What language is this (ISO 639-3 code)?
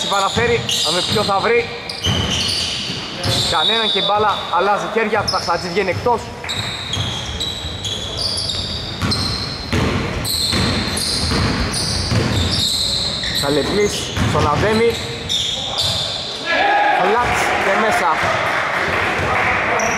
ell